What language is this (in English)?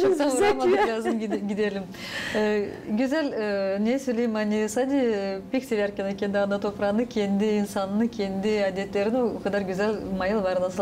Gagauz